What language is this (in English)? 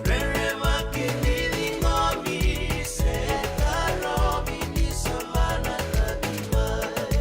Fijian